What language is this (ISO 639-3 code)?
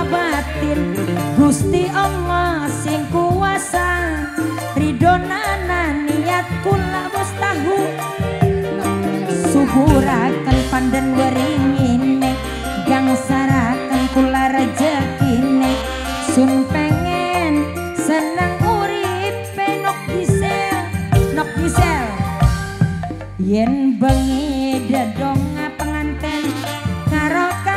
jav